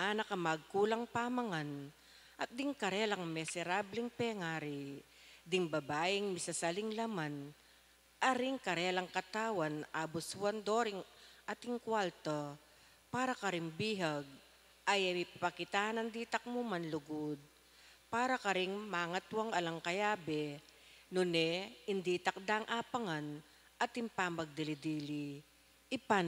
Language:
Pampanga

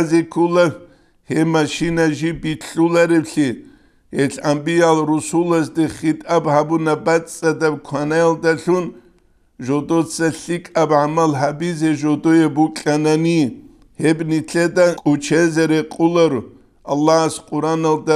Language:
Avaric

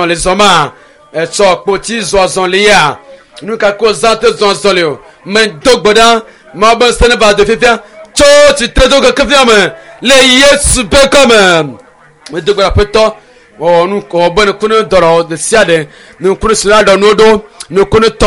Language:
Ewe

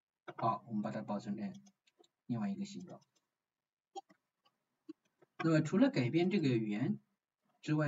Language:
Chinese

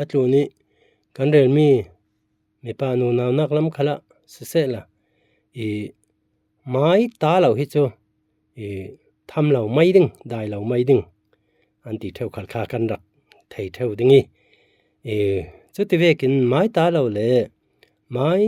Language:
Falam Chin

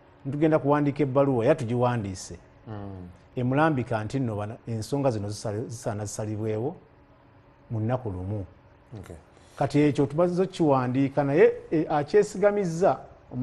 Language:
Ganda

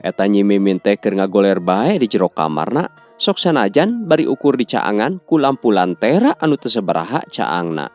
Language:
Sundanese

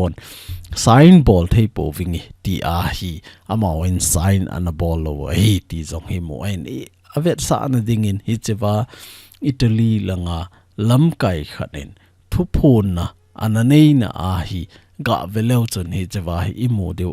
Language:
Thado Chin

